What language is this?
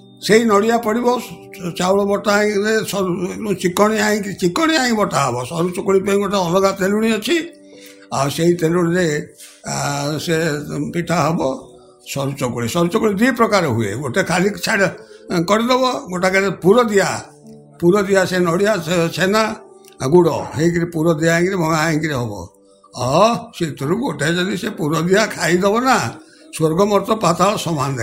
Odia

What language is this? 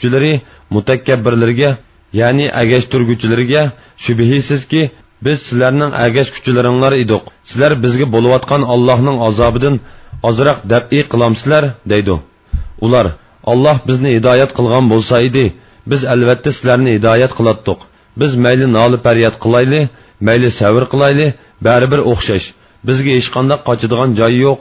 Uyghur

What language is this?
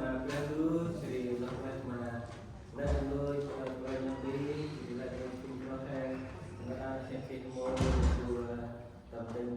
Central Mnong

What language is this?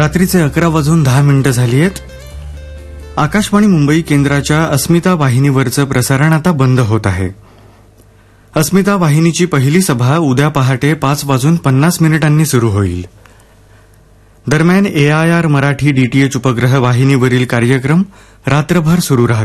Marathi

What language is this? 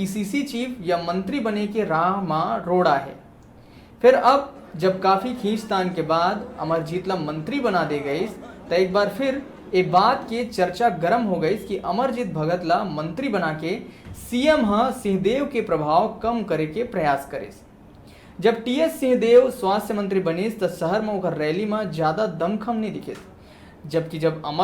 Chhattisgarhi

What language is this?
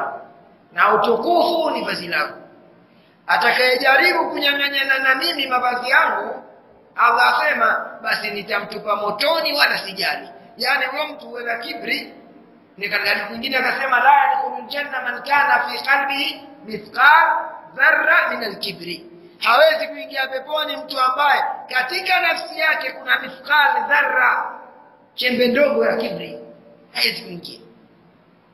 Swahili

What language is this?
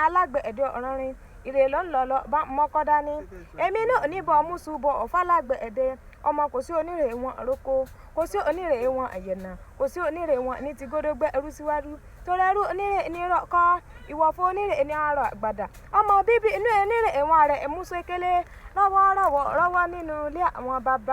Yoruba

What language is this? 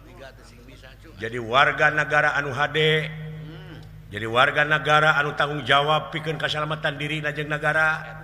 Sundanese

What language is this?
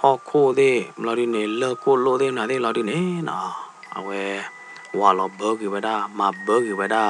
S'gaw Karen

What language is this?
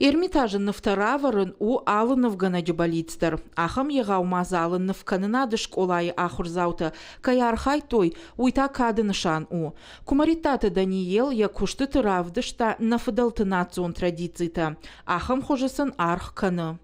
Ossetic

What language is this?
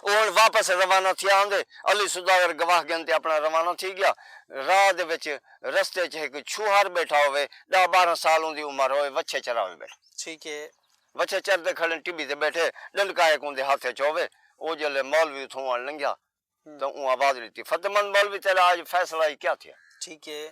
Saraiki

